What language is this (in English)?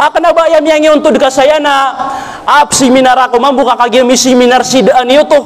Maranao